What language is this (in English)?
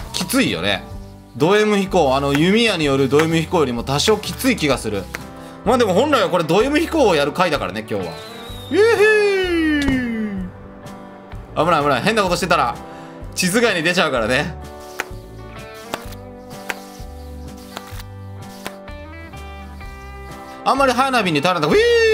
Japanese